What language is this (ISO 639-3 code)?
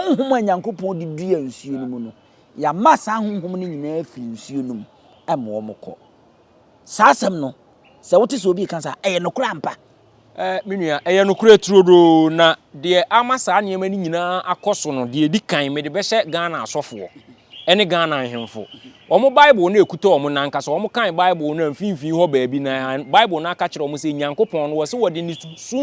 aka